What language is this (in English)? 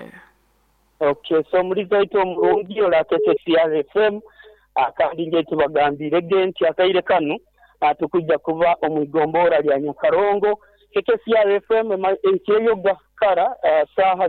Nyoro